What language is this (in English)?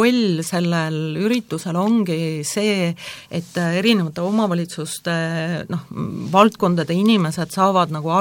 Estonian